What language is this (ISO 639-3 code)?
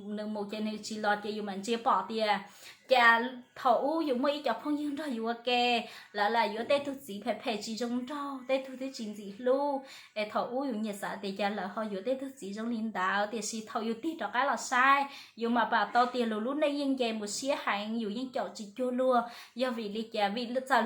hmn